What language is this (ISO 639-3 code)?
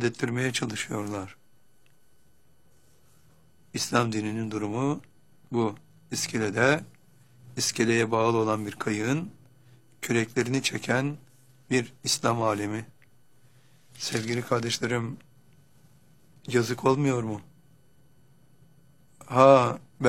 tur